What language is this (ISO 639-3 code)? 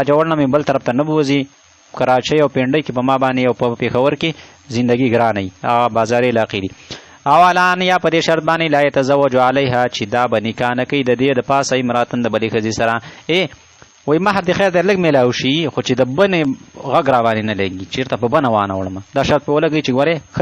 pus